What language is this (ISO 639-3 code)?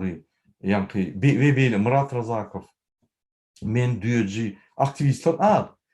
tuk